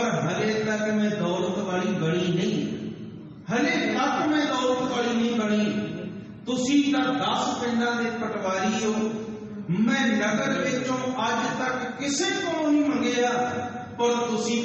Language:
Punjabi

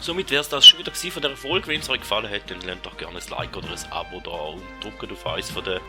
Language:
Swiss German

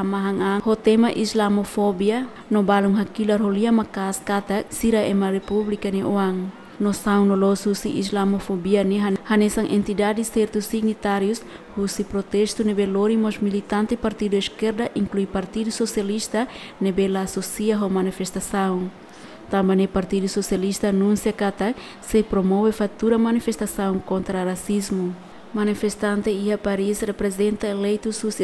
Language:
Tetum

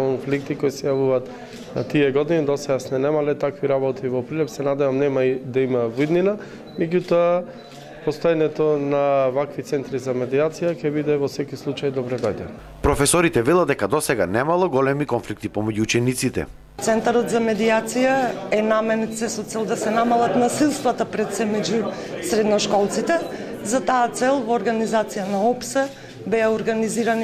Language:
Macedonian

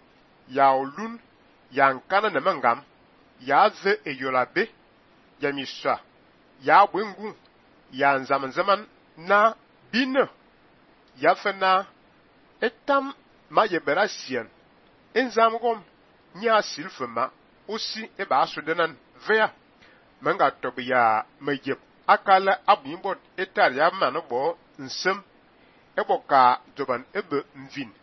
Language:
Fang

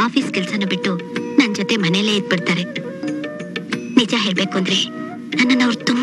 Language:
Kannada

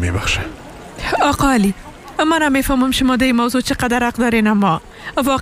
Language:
Persian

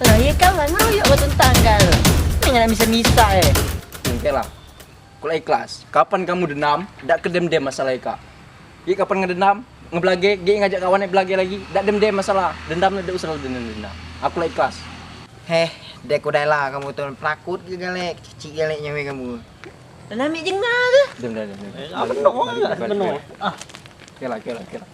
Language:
Musi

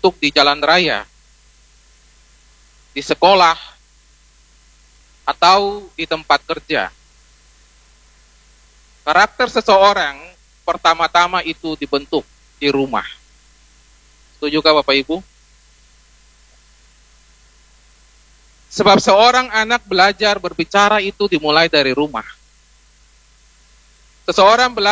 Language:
Indonesian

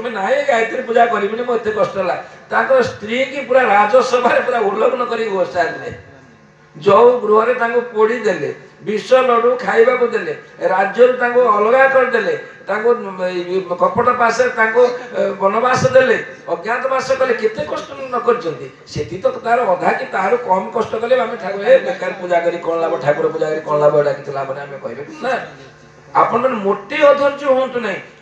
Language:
Odia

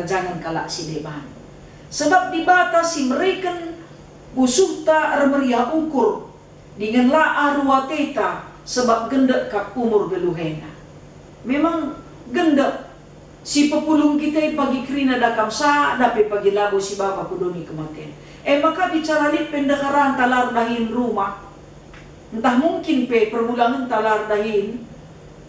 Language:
Batak Karo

